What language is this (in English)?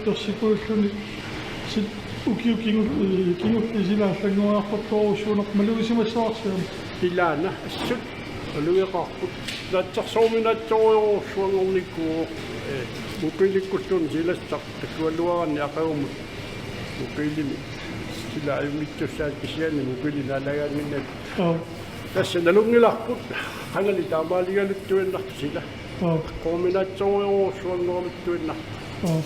Kalaallisut